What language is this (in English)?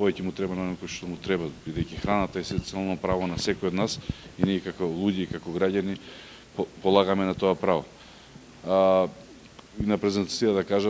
Macedonian